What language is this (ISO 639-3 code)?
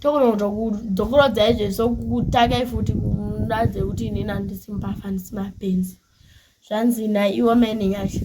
sna